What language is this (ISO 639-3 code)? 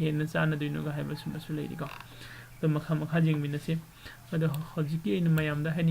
mni